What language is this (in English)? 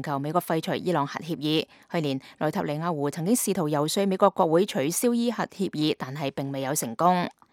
Cantonese